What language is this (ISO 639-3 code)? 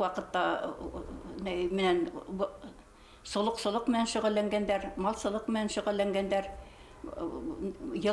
bak